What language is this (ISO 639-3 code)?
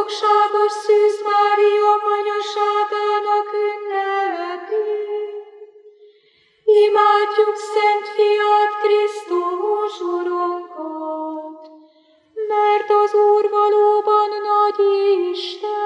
hun